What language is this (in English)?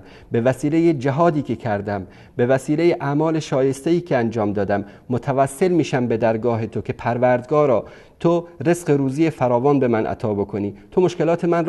Persian